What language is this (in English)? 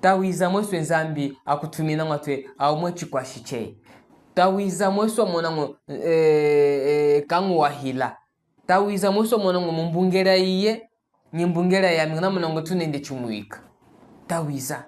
Chokwe